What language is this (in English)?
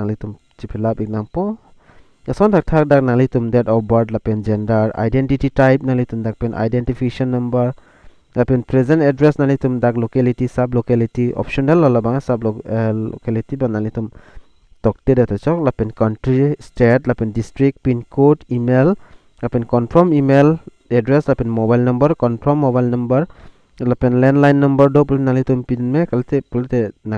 Karbi